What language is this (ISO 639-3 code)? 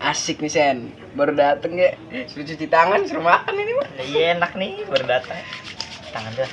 bew